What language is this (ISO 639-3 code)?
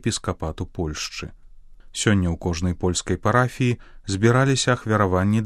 bel